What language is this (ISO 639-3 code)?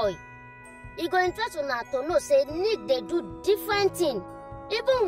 pcm